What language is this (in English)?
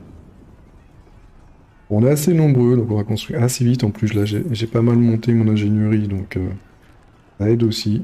French